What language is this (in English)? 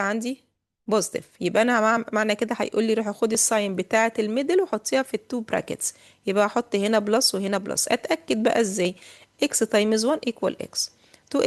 Egyptian Arabic